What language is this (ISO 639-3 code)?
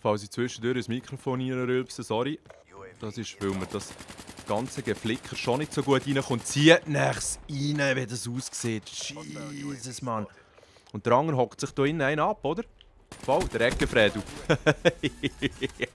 gsw